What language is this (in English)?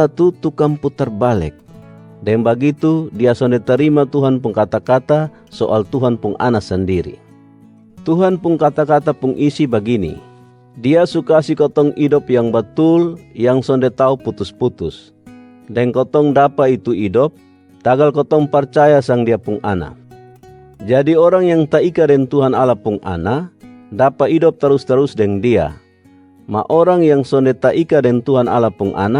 Kupang Malay